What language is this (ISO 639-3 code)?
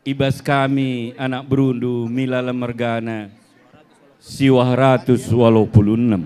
btx